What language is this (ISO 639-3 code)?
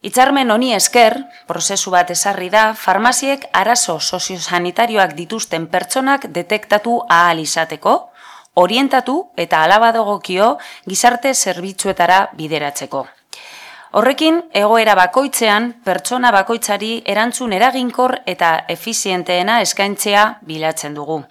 eus